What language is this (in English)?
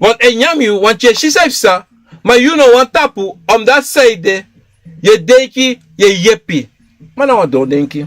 Sranan Tongo